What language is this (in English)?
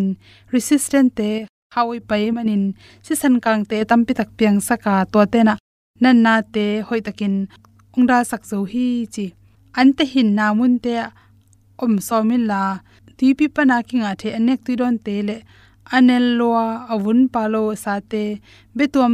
Tedim Chin